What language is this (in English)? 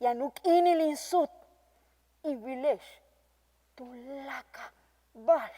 Yucateco